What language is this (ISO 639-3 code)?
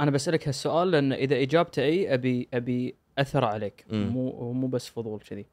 afb